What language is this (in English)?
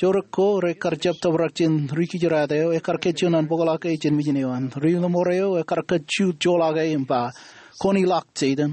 Marshallese